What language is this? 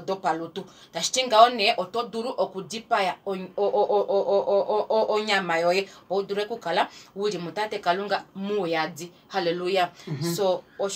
Kuanyama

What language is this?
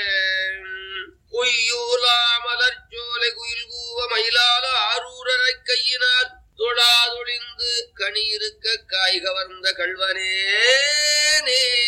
Tamil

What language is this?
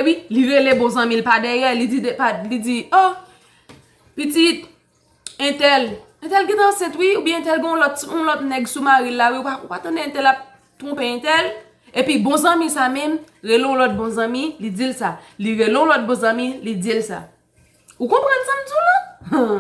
Haitian Creole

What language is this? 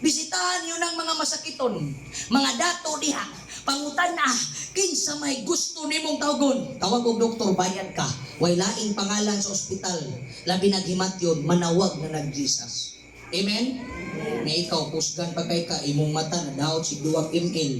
Cebuano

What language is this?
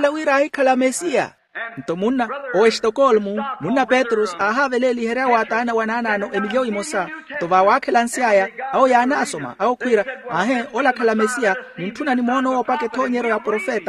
Makhuwa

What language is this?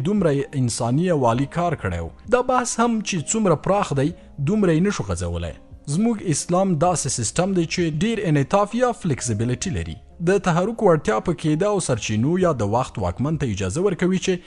Pashto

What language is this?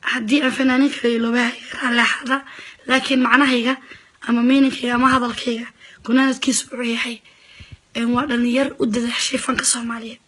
Somali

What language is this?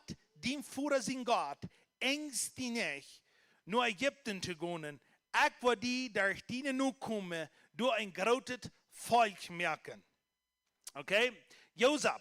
Plautdietsch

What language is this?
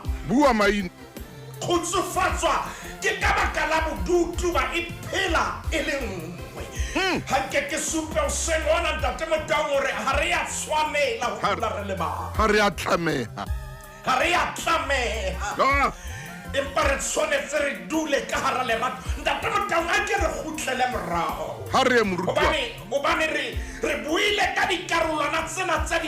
Southern Sotho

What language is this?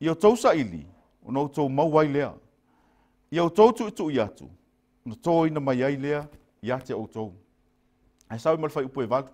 Samoan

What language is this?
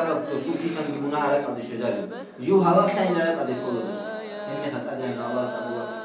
Avaric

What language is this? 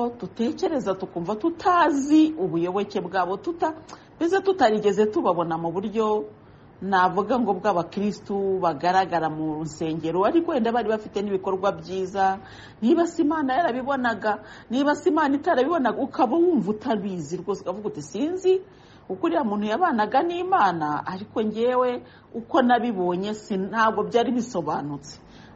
Kinyarwanda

